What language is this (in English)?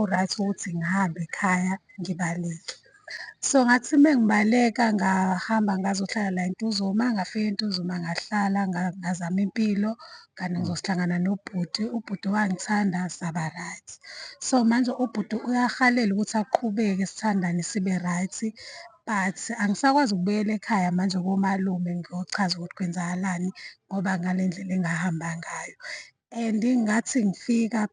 Zulu